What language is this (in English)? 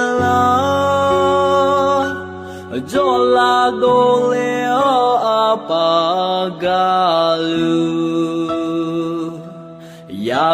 Akha